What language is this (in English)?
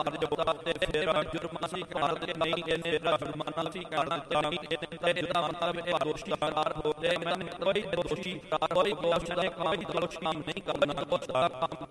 Punjabi